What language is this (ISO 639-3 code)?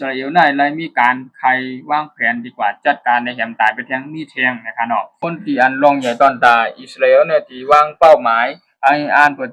shn